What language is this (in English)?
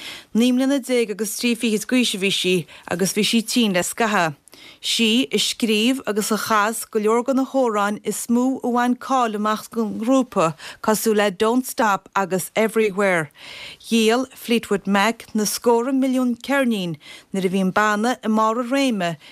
Irish